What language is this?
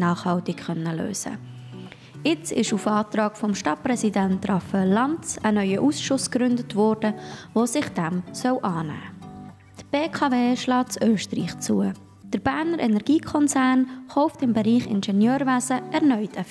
Swiss German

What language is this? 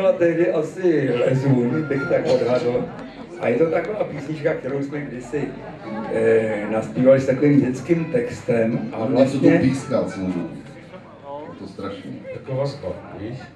Czech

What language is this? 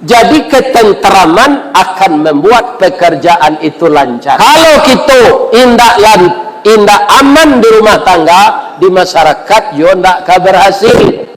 Minangkabau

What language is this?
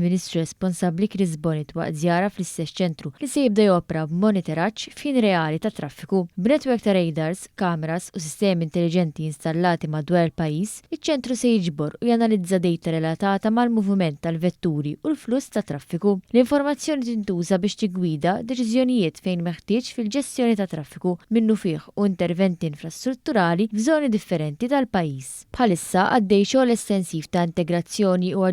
Maltese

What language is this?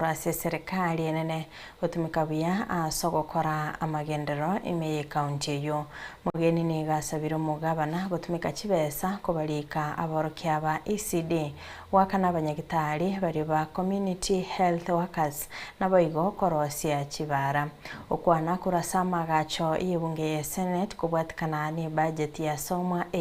Gusii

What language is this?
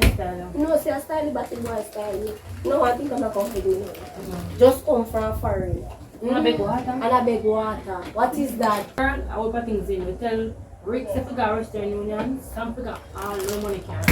Jamaican Creole English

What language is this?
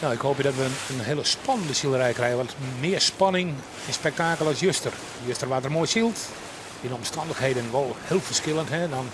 Western Frisian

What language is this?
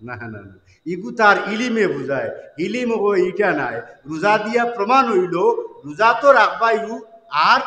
Sylheti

